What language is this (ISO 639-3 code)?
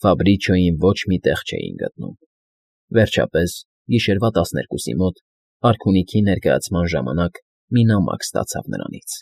hye